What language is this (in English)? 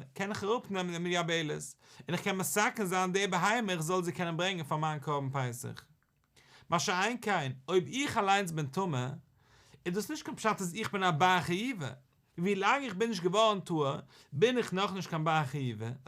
Yiddish